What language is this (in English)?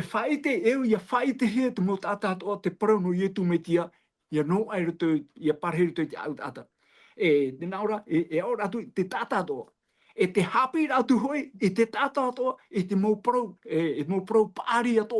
Tahitian